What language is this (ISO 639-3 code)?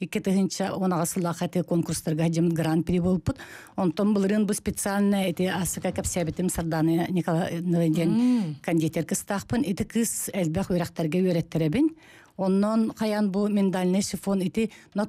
sah